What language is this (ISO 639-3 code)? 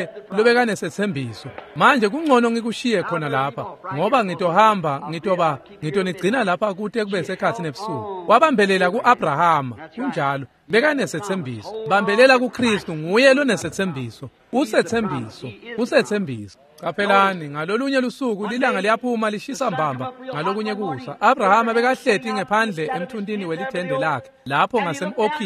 ssw